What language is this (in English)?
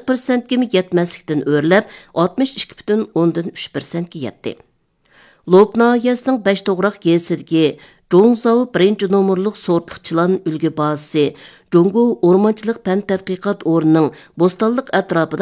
Uyghur